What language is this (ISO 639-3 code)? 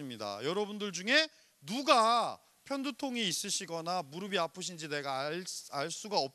kor